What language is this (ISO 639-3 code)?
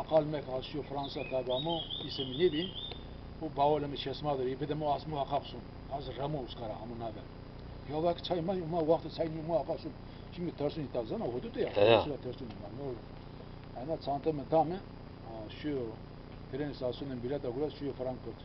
zza